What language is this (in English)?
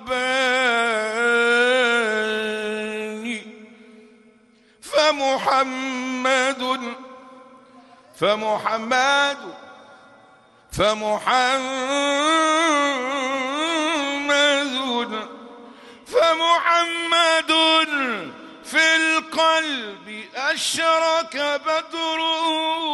Arabic